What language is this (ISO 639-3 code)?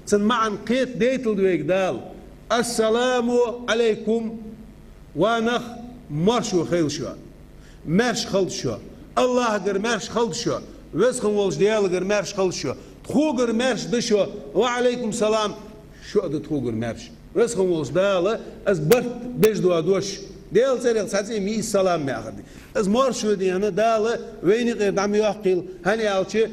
inh